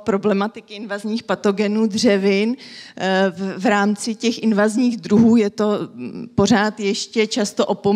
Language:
Czech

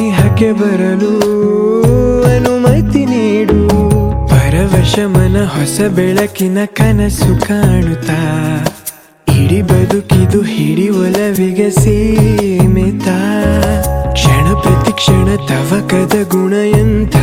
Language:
Kannada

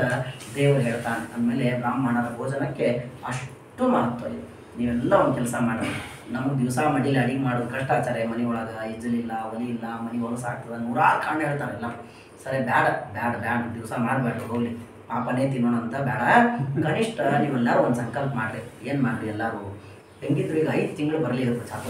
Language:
Kannada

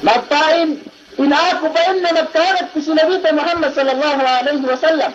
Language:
Yakan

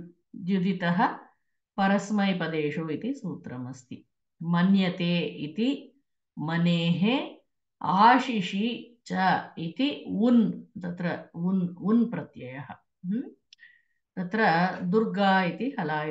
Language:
Sanskrit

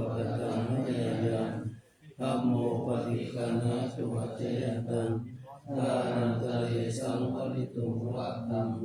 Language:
Pali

